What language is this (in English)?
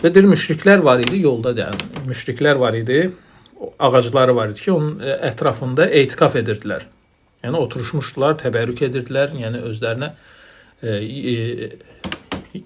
Azerbaijani